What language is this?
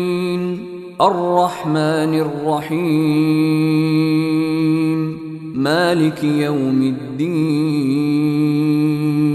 Arabic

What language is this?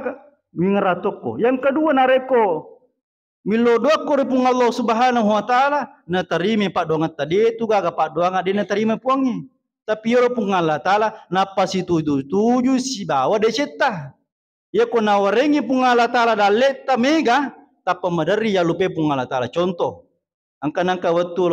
Buginese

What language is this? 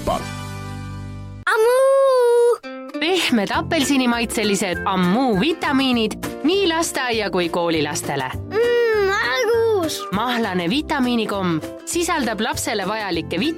Estonian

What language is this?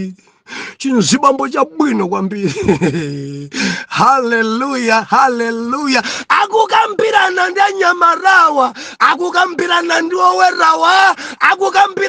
Nyanja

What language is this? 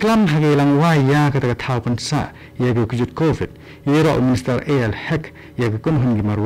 Khasi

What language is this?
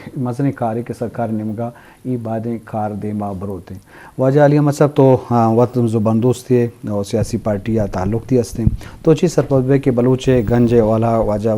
Eastern Balochi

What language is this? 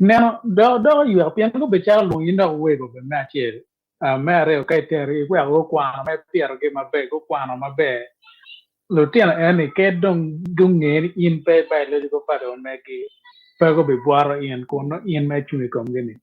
Acoli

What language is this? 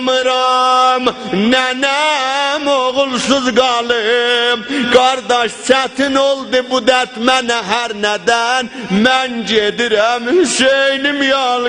South Azerbaijani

